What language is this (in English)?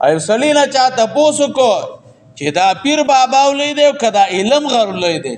Pashto